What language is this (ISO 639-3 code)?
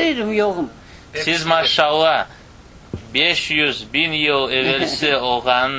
crh